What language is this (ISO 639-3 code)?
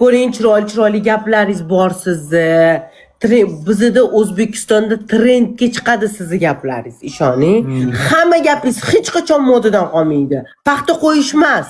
uzb